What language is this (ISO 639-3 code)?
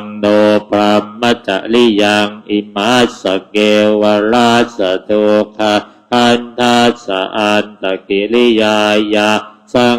pli